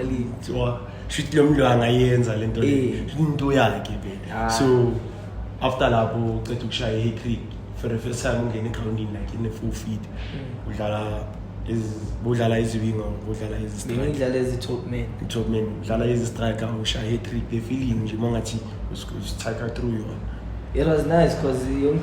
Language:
Zulu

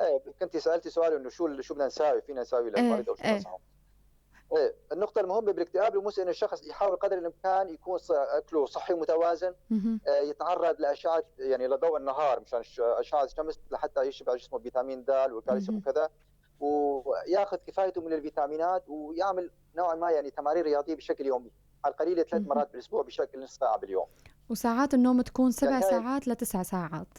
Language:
North Levantine Arabic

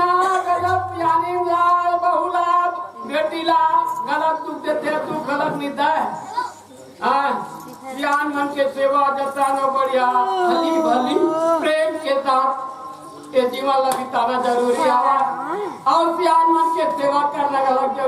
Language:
Chhattisgarhi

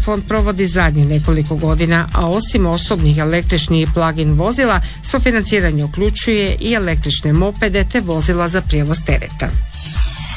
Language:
Croatian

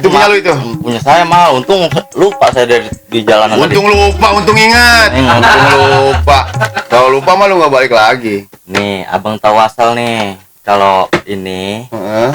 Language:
Betawi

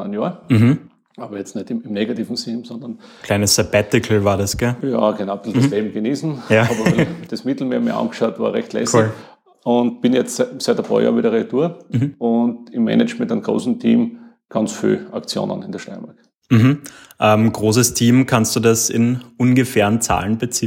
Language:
German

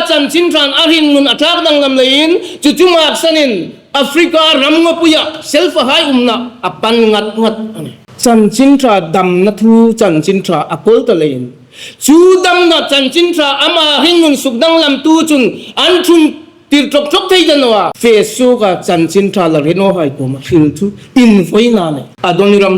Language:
Hmar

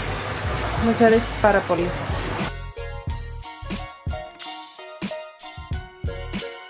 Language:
Greek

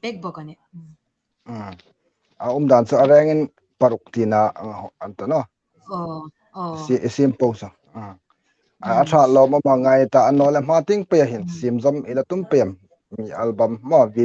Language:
Hmar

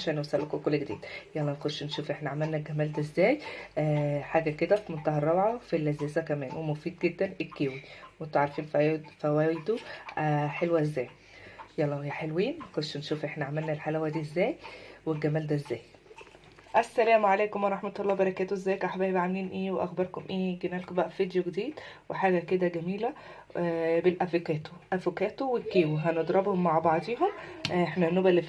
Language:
Egyptian Arabic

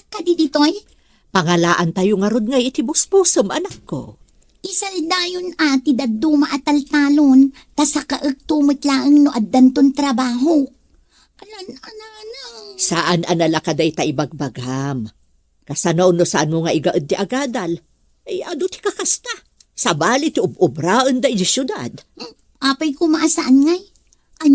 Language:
Iloko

